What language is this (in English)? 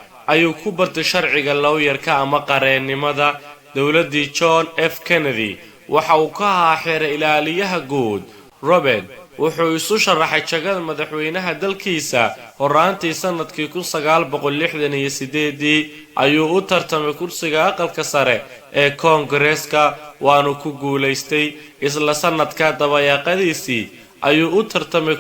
Somali